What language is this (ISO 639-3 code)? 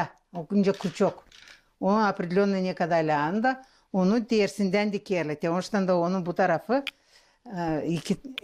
gag